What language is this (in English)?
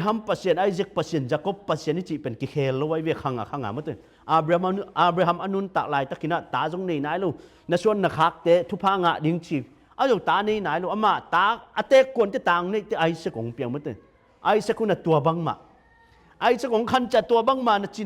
Tedim Chin